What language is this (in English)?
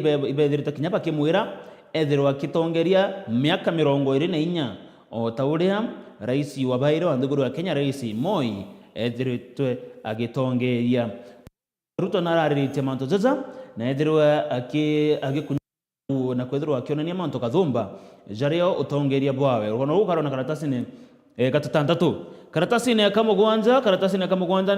Meru